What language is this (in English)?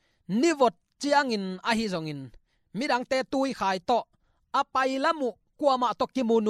Tedim Chin